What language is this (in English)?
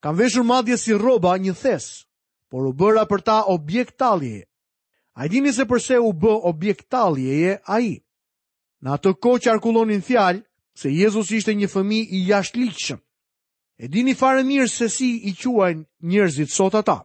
Albanian